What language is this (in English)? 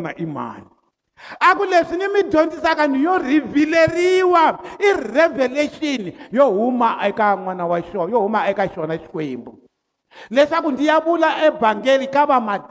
Tsonga